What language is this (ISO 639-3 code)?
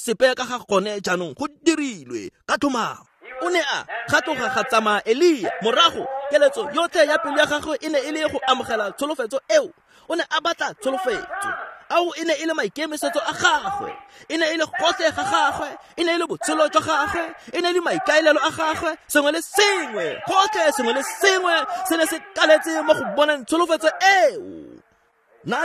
tsn